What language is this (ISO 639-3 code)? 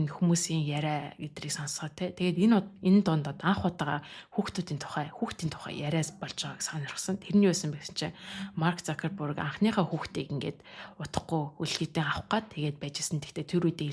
mon